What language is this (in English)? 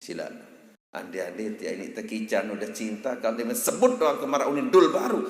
Sasak